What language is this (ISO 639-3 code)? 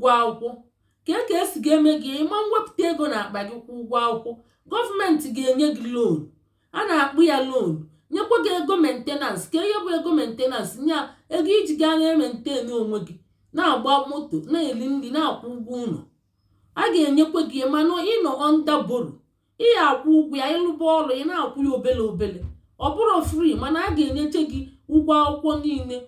ibo